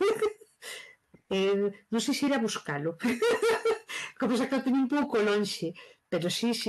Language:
Galician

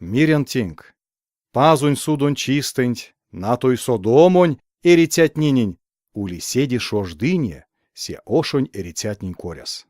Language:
Erzya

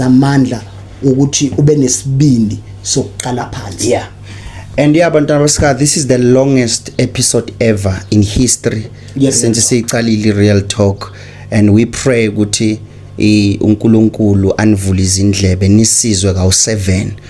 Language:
Zulu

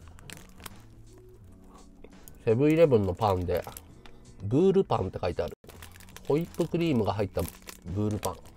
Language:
Japanese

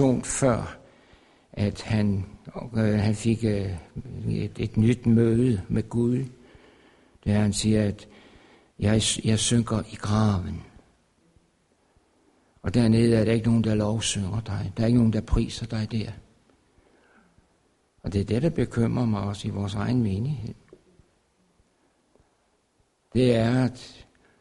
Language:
Danish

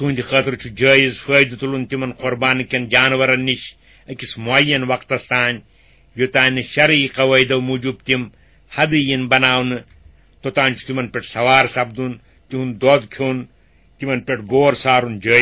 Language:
Kashmiri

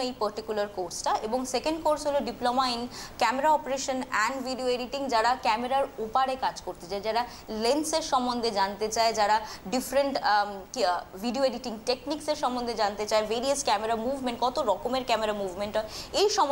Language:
Bangla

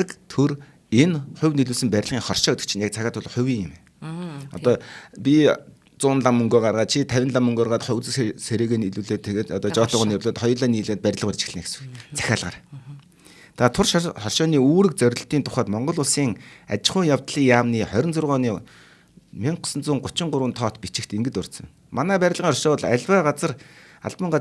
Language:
Mongolian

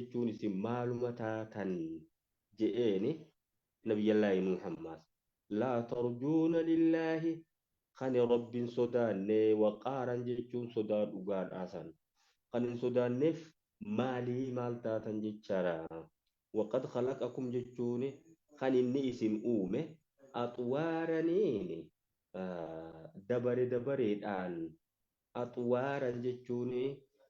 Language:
Oromo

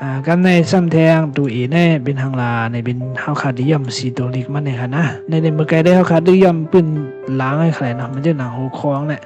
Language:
Shan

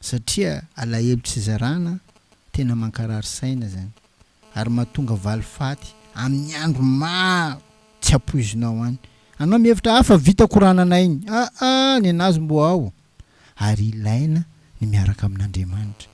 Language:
Malagasy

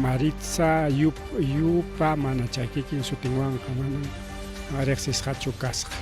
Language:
Ayacucho Quechua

